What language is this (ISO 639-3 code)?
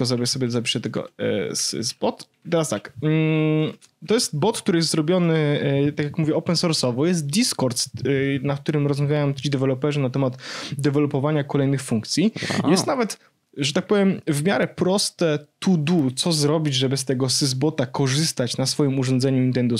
pol